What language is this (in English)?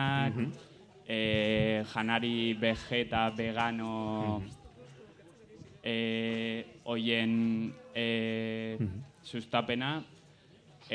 Basque